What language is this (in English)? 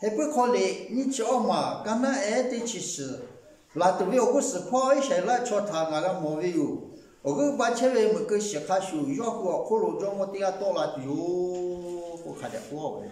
Lahu